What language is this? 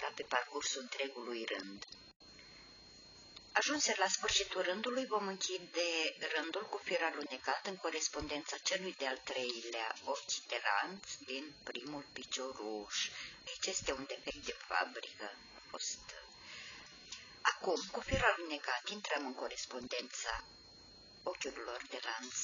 Romanian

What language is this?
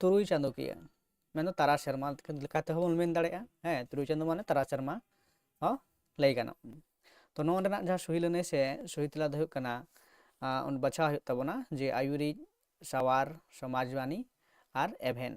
Santali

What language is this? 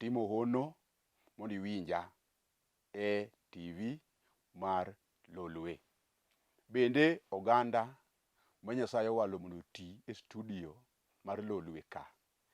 Luo (Kenya and Tanzania)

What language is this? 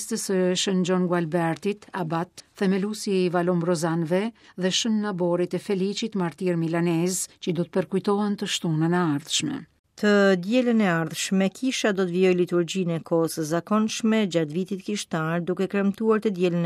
Albanian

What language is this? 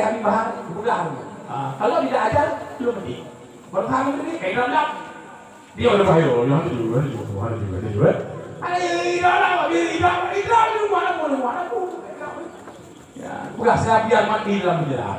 Achinese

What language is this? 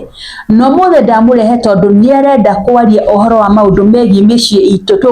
Kikuyu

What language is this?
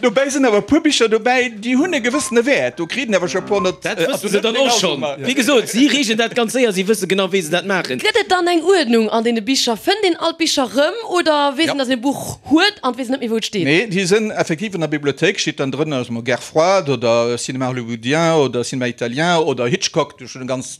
Luxembourgish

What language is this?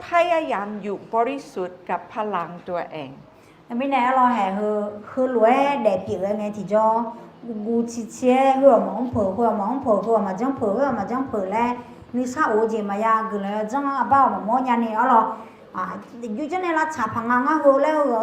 Akha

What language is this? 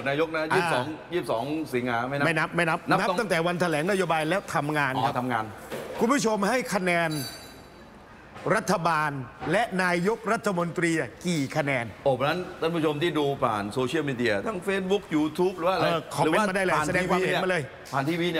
Thai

